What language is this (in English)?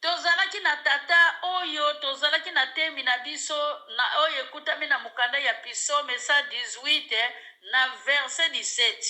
Lingala